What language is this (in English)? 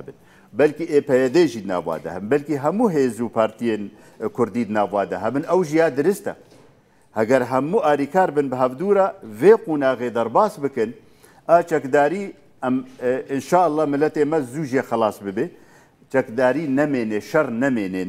Kurdish